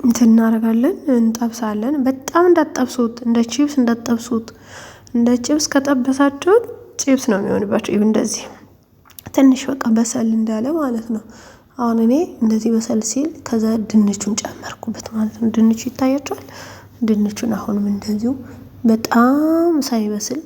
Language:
Amharic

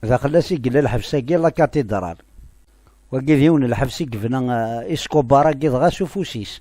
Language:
Kabyle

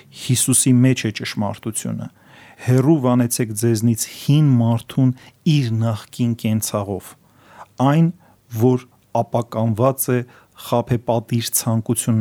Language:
Armenian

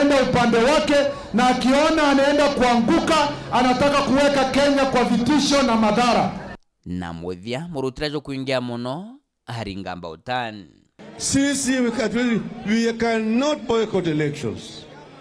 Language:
Meru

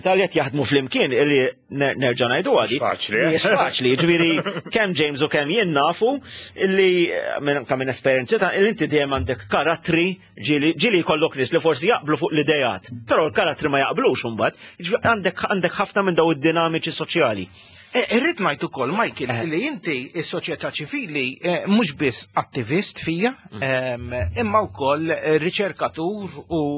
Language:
Maltese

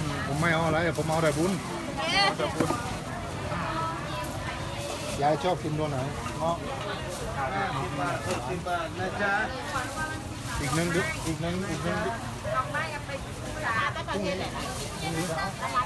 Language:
Thai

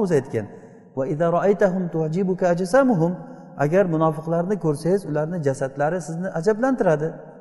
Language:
Uzbek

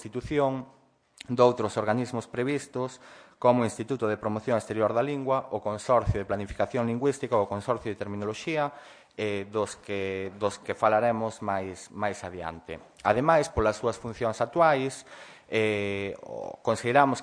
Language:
Galician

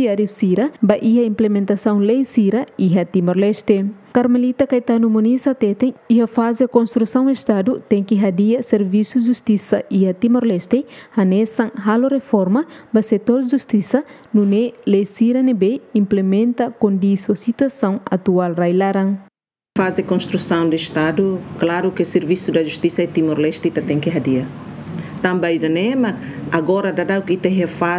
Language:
Tetum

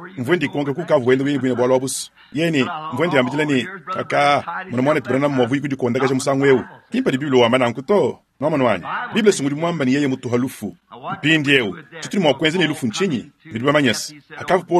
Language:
Luba-Lulua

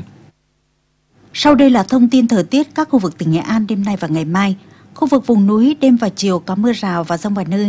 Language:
Vietnamese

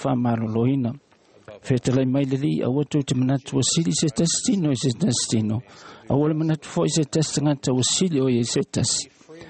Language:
Samoan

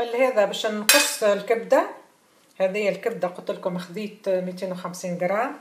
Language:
Tunisian Arabic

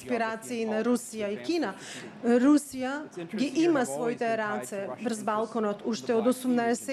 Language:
Macedonian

